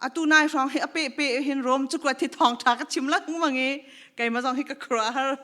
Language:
Hakha Chin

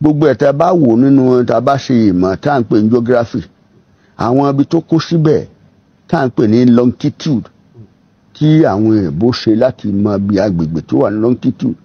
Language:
Yoruba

